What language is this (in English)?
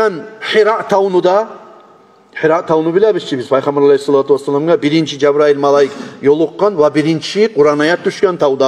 Kumyk